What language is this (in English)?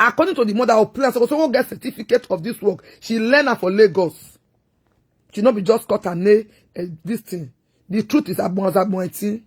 Nigerian Pidgin